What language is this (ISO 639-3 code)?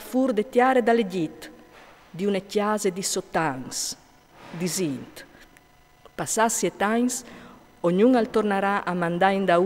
fur